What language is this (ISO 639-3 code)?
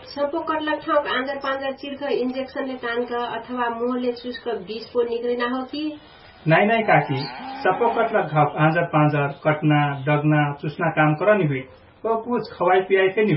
thl